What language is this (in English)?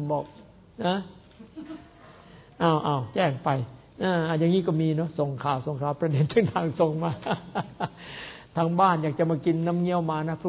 Thai